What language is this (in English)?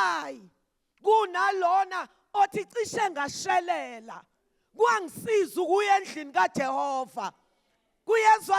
Zulu